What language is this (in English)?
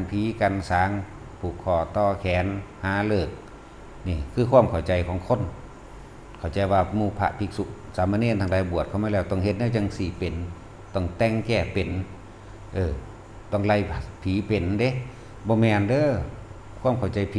Northeastern Thai